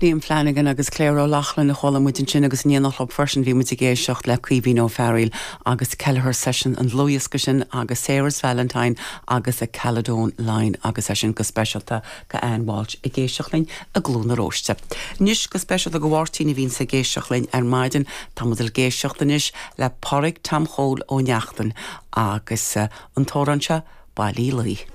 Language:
Irish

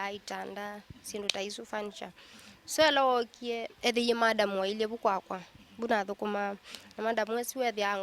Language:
Kamba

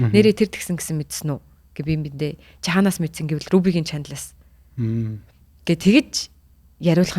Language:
Mongolian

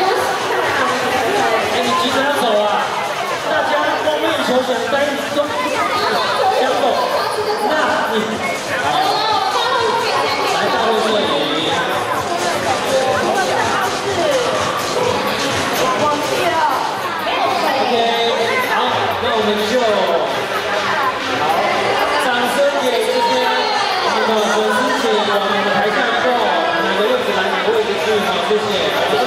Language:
Chinese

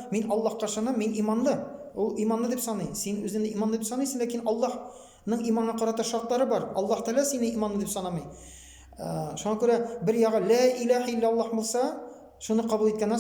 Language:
Tatar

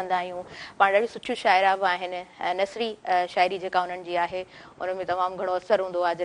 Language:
Sindhi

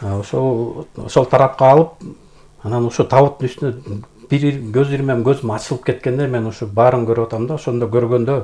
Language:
Kyrgyz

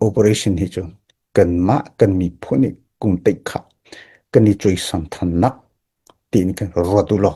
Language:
Hakha Chin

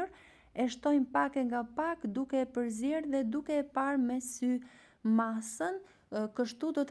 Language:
Albanian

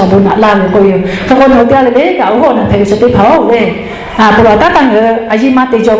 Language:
Lahu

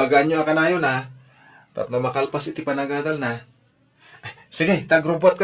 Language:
Iloko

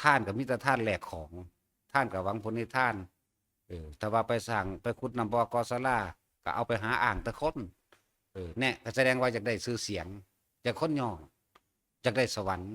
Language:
Northeastern Thai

